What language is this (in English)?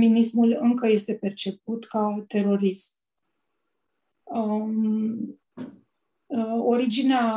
Romanian